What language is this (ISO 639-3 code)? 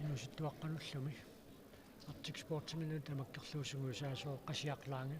kal